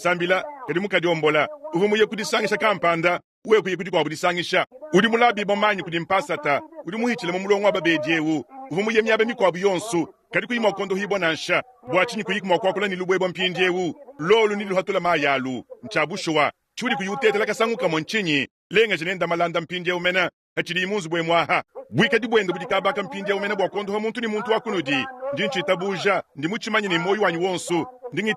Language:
Luba-Lulua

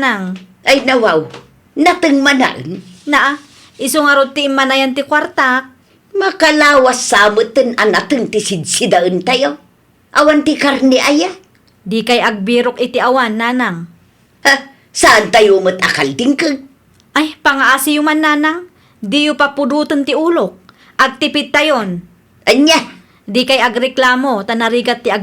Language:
Iloko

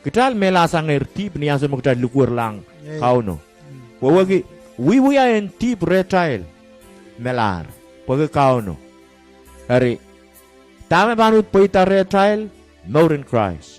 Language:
Pohnpeian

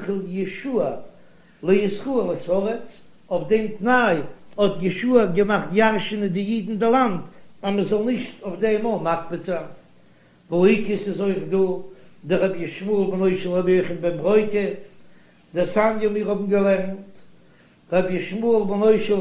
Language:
Yiddish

